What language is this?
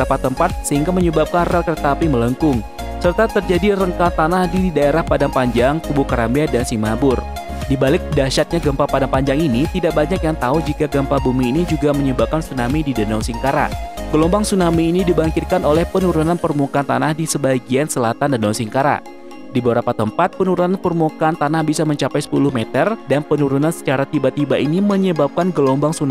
Indonesian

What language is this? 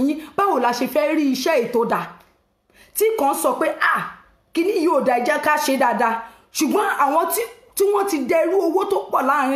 Yoruba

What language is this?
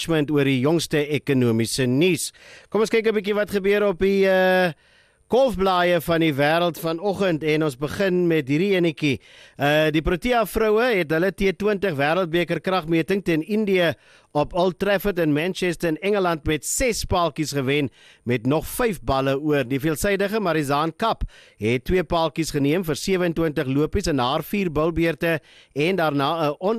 Afrikaans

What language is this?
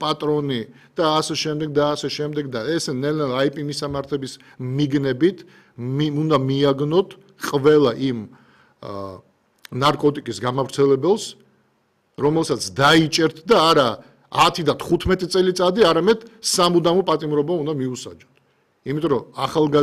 Georgian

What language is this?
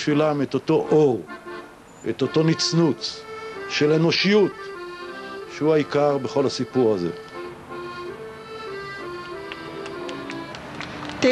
Hebrew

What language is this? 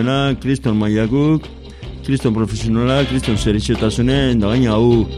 Basque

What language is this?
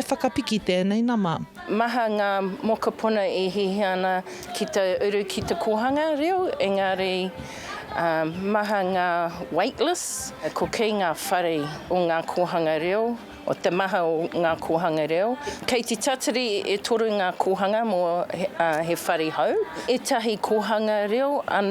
Māori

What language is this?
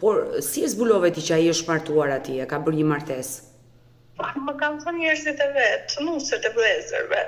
Albanian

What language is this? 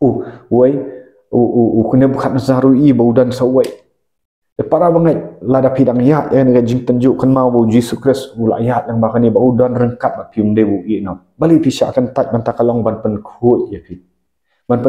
Khasi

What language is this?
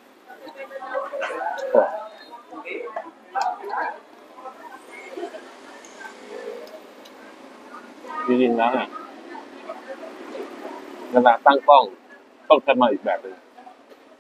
Thai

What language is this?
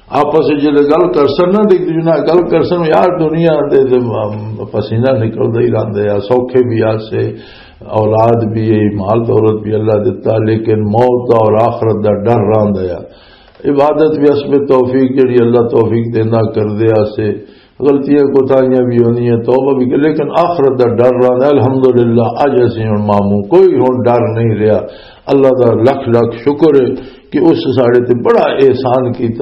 Western Panjabi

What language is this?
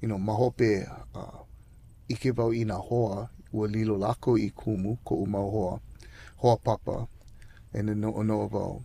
Hawaiian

